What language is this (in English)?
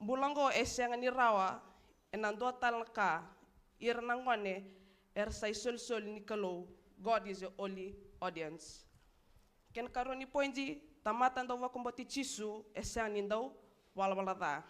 Fijian